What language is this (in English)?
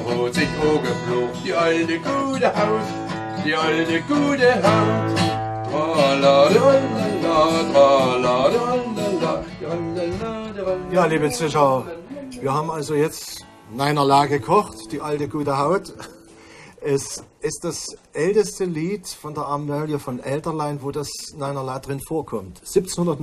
German